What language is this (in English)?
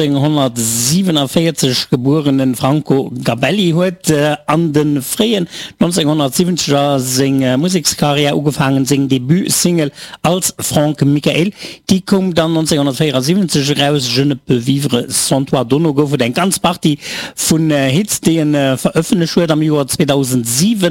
Luxembourgish